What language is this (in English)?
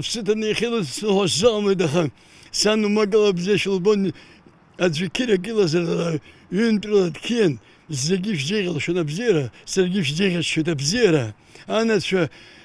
Abkhazian